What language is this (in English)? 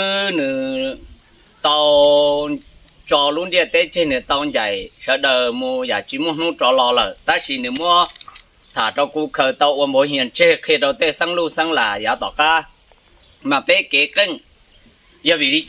Hmong